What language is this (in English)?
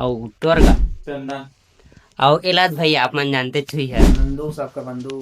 Chhattisgarhi